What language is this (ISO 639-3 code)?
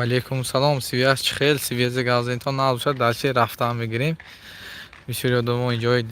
tgk